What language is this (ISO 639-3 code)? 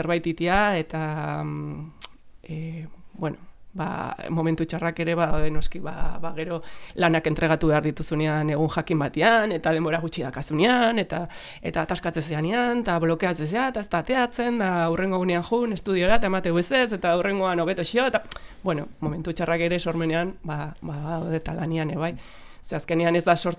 eus